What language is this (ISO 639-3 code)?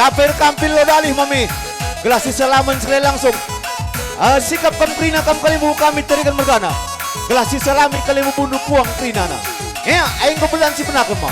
btx